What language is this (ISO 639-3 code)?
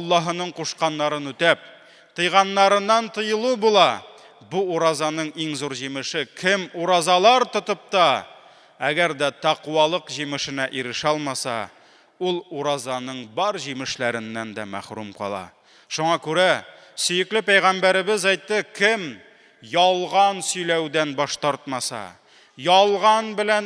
tat